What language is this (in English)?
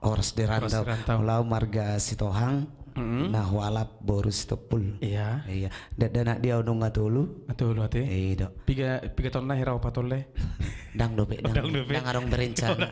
Batak Toba